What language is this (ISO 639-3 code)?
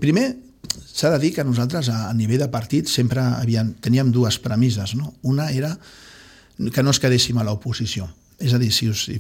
cat